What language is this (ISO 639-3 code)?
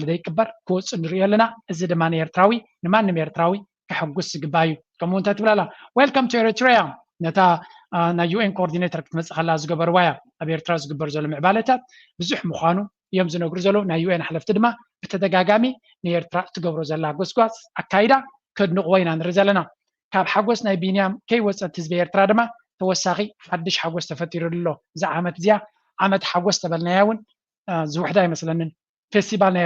tir